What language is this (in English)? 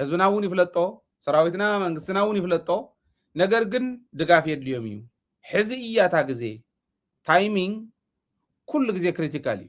Tigrinya